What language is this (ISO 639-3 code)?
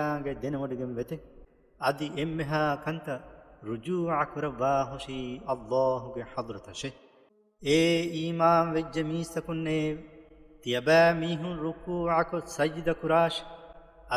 div